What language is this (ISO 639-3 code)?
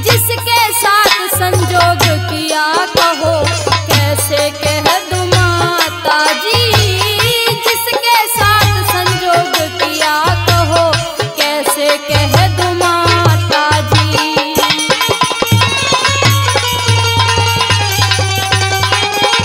bgc